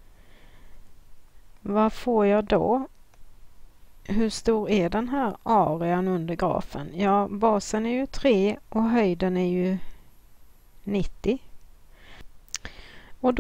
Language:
Swedish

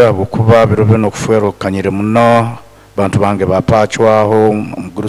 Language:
Nyoro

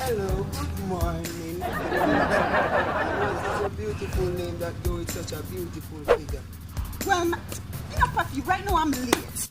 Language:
Jamaican Creole English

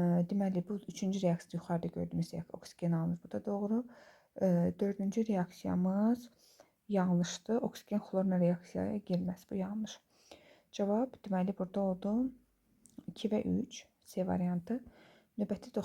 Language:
Azerbaijani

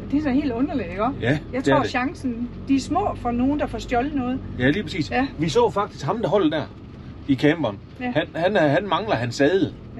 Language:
Danish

